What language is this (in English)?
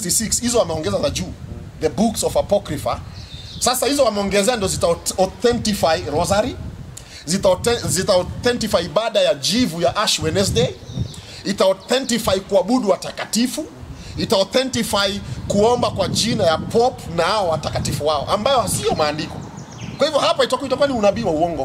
Swahili